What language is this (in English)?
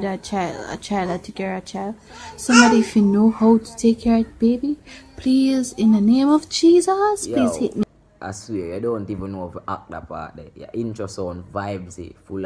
Jamaican Creole English